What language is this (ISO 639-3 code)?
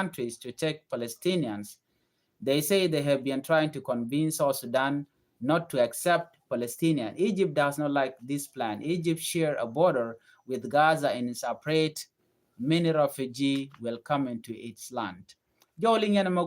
nus